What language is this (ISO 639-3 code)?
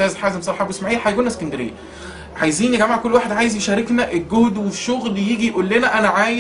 arz